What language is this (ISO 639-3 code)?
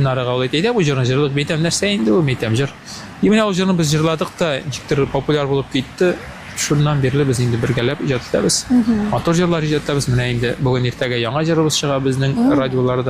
tat